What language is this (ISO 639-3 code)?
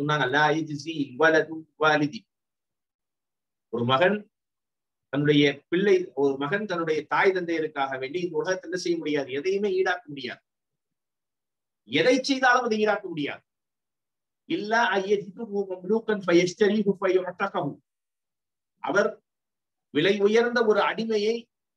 tam